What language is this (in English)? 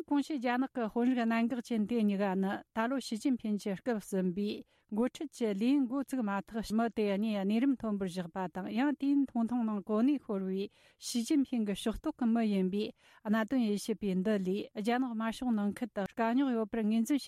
Tibetan